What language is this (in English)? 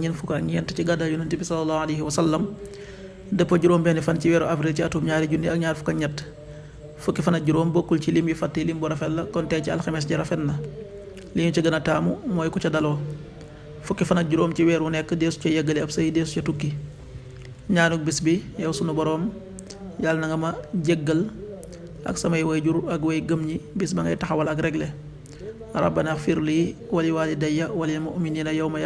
Wolof